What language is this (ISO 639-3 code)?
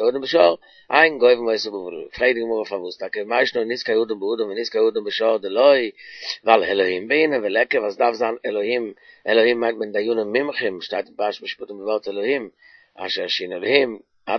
yid